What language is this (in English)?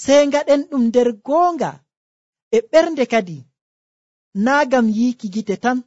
Nigerian Fulfulde